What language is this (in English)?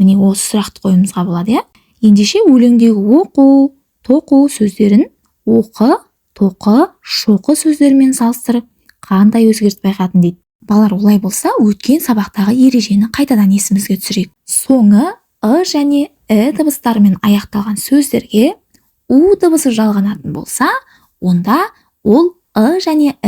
Kazakh